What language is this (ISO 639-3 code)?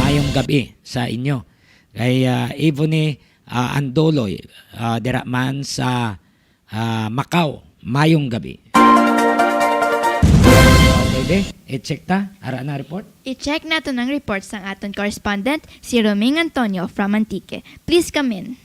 hil